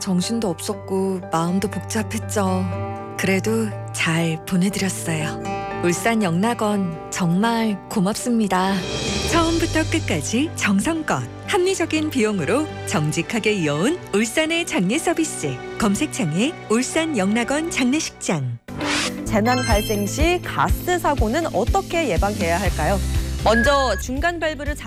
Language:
Korean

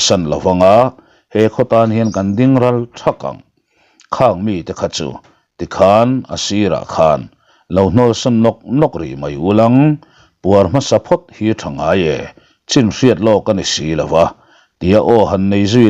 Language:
Mizo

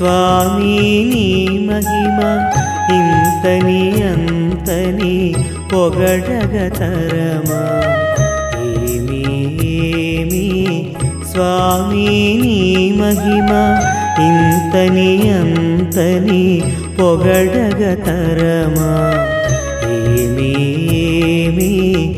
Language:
Telugu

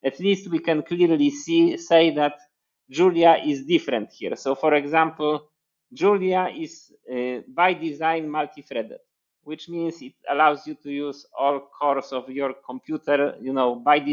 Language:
English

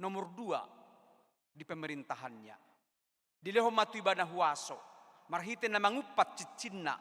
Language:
Batak Toba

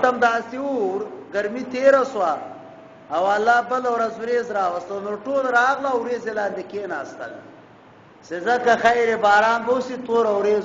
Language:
Pashto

